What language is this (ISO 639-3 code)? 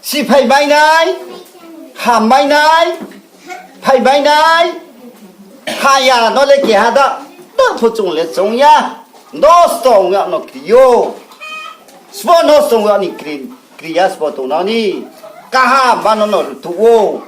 ria